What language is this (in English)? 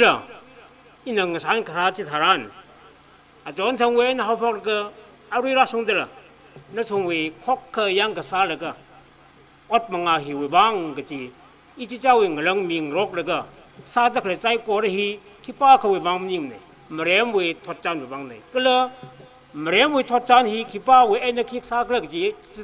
Tangkhul Naga (India)